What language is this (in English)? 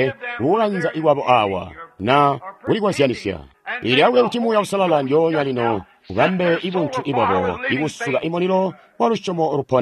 Tonga (Zambia)